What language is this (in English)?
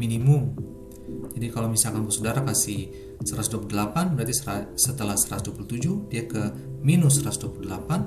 Ambonese Malay